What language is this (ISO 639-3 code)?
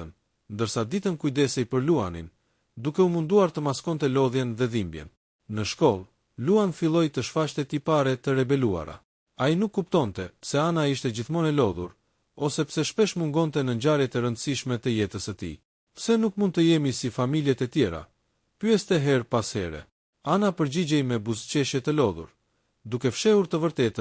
sqi